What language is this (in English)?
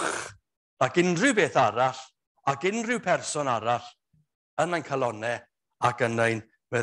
Welsh